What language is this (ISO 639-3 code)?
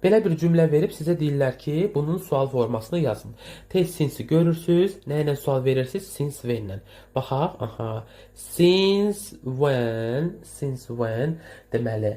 aze